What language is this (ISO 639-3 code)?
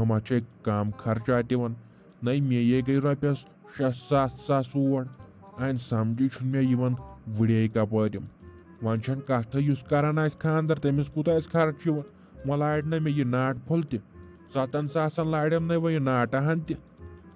kas